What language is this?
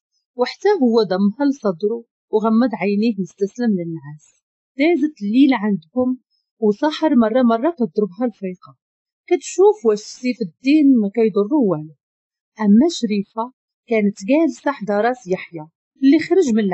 Moroccan Arabic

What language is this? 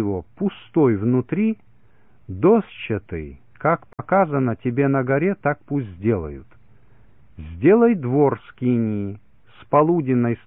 Russian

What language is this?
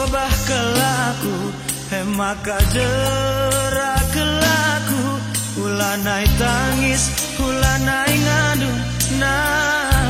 Batak Karo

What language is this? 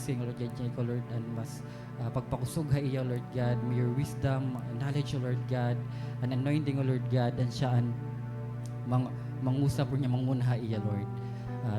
Waray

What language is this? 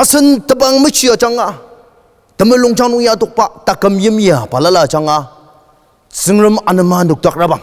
Ao Naga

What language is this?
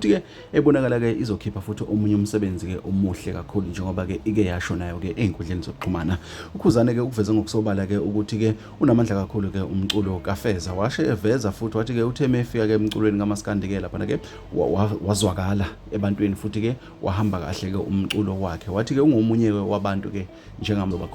Zulu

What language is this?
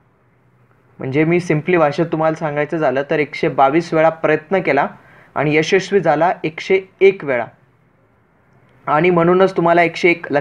Marathi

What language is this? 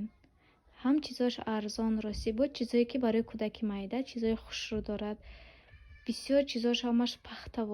Tajik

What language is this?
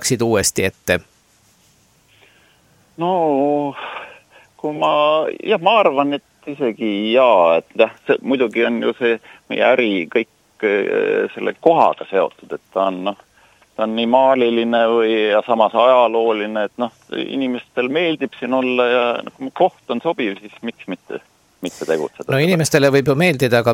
Estonian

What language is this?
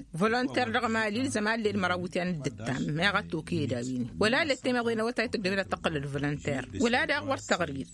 Tamasheq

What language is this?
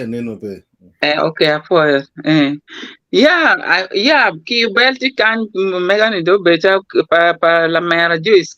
Acoli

